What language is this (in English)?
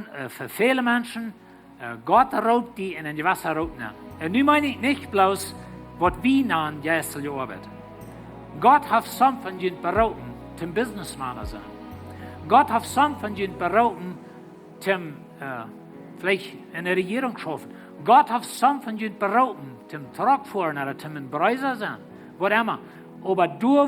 Plautdietsch